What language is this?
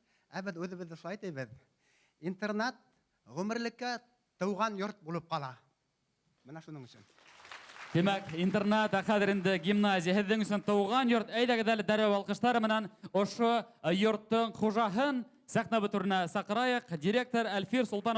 Bashkir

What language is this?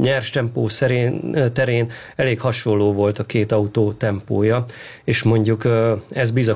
Hungarian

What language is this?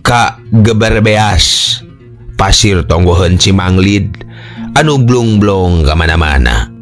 Sundanese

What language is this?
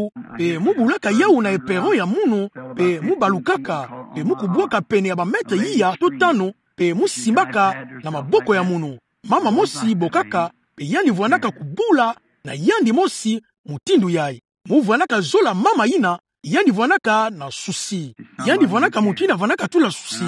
Kituba (Democratic Republic of Congo)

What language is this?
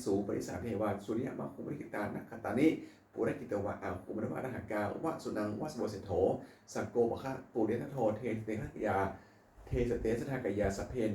Pali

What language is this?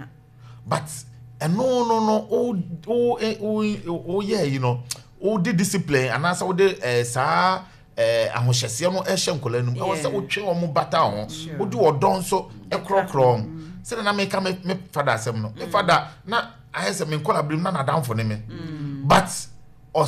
Akan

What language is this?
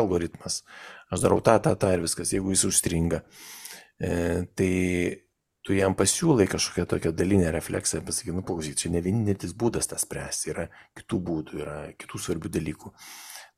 Lithuanian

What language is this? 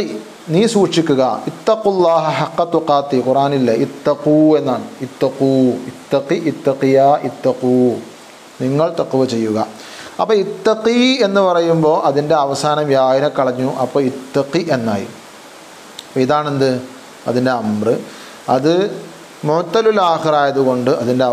Malayalam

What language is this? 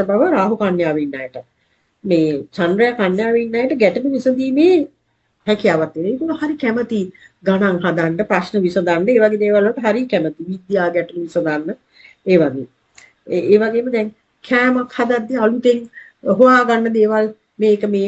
Sinhala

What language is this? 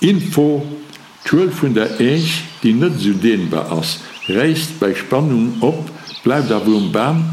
Luxembourgish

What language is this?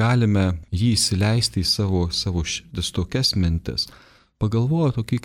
Lithuanian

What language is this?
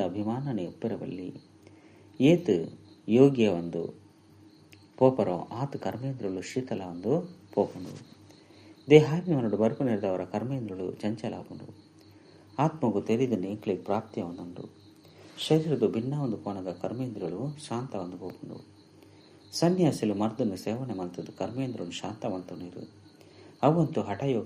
Tulu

